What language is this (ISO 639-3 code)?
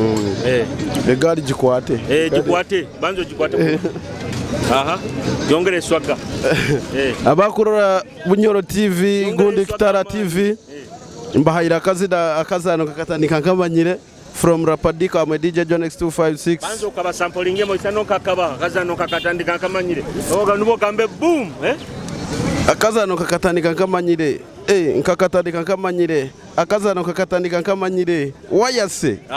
nyo